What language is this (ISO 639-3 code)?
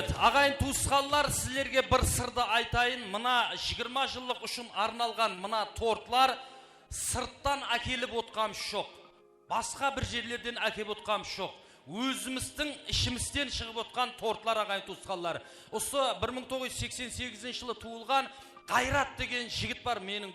kaa